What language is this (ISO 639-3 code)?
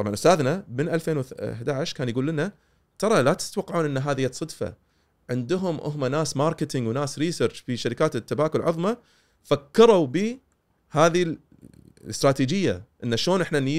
afb